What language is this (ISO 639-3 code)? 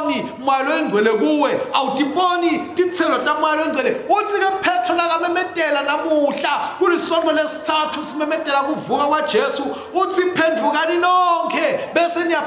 ssw